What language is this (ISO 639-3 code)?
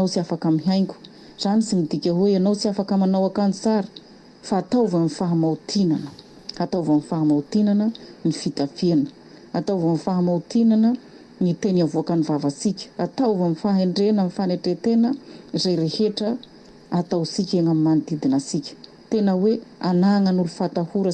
mlg